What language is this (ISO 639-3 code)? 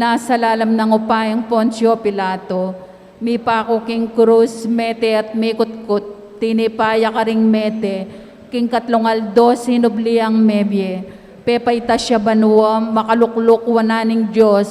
pam